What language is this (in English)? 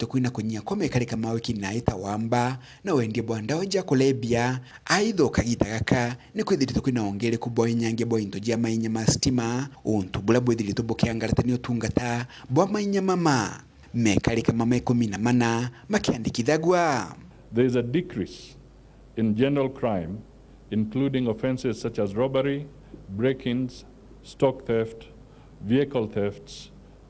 Meru